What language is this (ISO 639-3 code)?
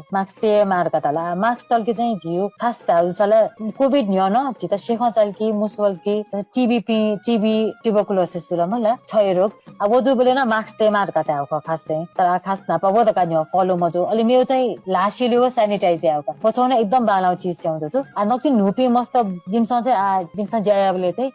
new